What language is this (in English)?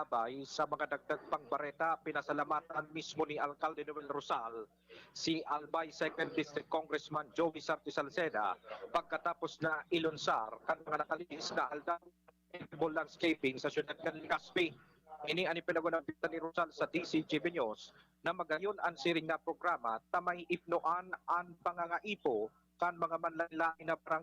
Bikol